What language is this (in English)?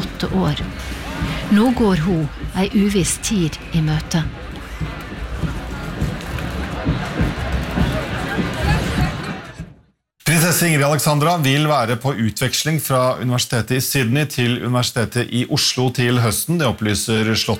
Norwegian